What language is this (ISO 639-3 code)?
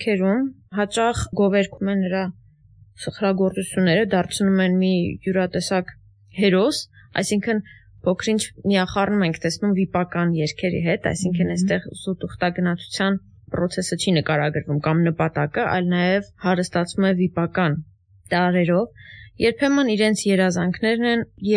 hye